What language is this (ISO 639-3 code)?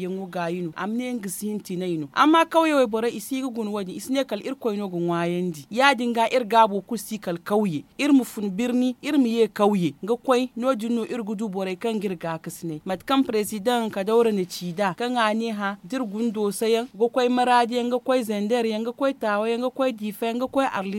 dje